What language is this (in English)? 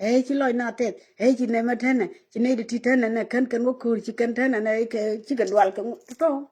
Nuer